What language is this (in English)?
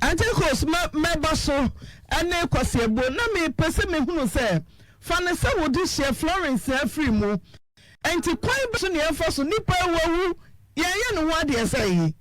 Akan